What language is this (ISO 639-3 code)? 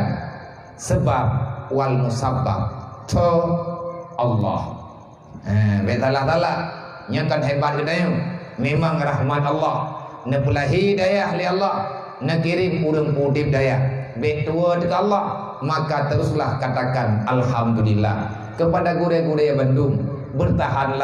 ace